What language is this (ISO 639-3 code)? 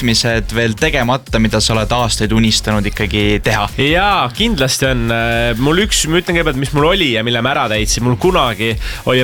est